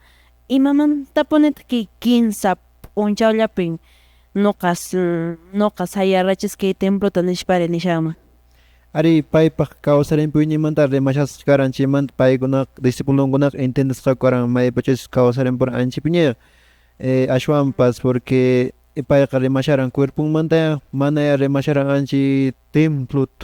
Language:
Quechua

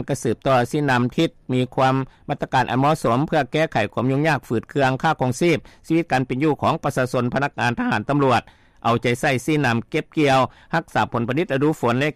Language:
Lao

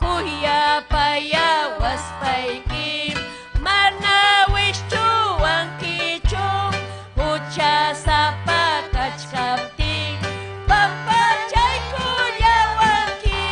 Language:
Ayacucho Quechua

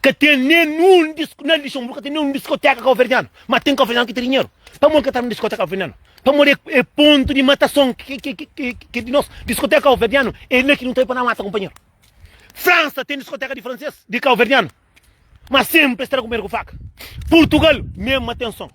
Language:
Kabuverdianu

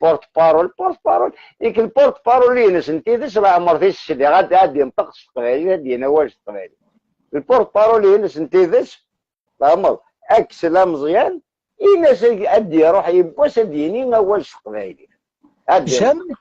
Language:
Algerian Arabic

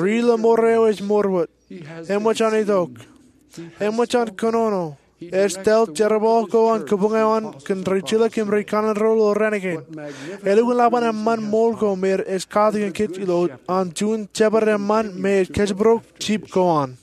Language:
Marshallese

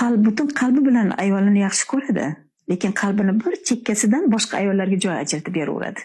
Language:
Uzbek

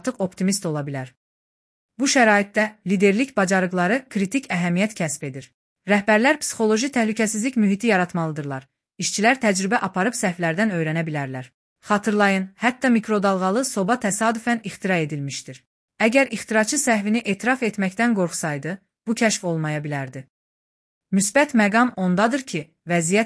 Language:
Azerbaijani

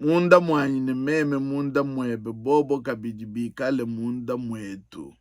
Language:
Luba-Lulua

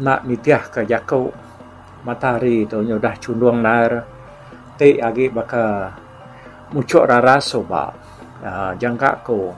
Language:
Iban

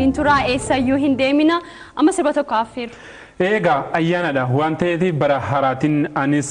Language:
Oromo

